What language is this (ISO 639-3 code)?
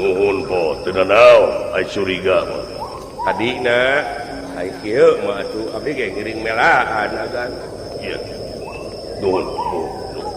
sun